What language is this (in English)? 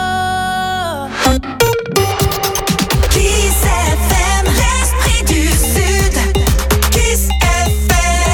French